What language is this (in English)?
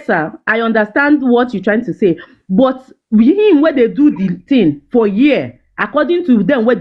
Nigerian Pidgin